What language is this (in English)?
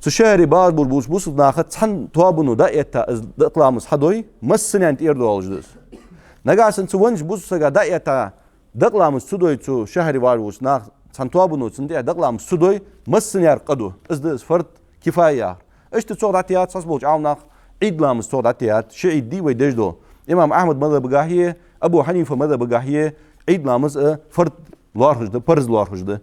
Ingush